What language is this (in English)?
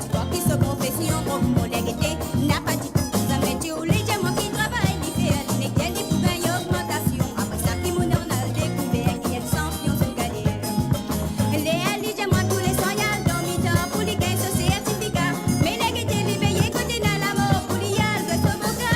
Morisyen